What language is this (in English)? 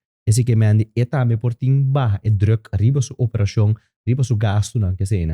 Papiamento